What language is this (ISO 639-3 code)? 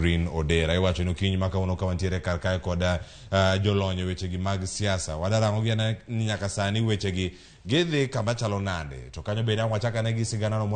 luo